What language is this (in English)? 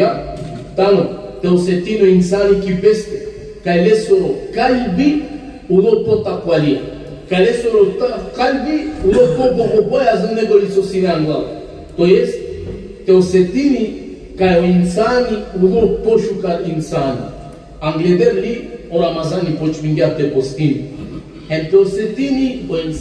Balkan Romani